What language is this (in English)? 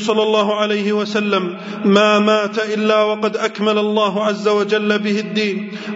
Arabic